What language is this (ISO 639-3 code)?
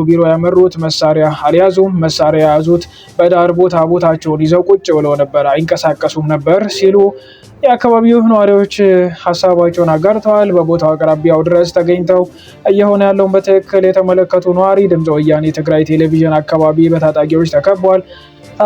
amh